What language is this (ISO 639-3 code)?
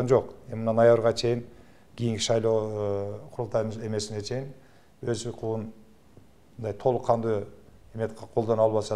kir